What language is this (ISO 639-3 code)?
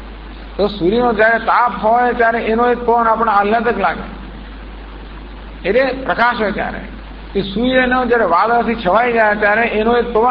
guj